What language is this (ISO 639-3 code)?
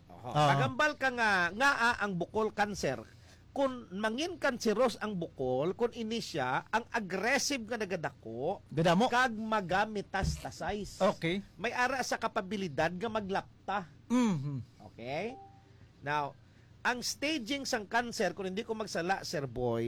hil